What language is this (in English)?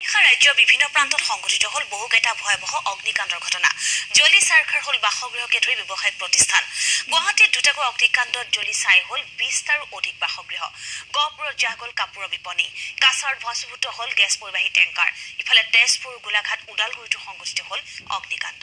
Assamese